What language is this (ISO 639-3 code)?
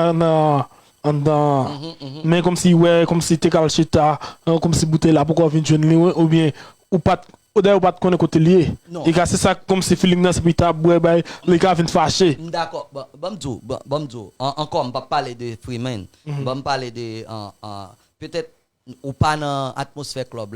hat